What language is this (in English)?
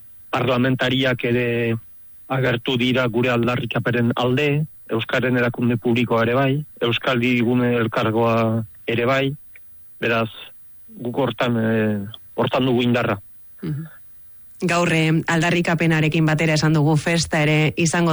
Basque